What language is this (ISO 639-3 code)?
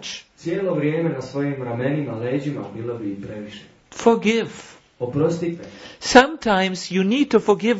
hrv